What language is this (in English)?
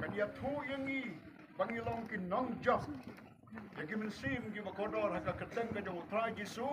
Khasi